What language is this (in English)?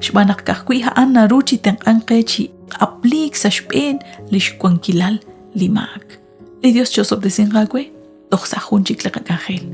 Kekchí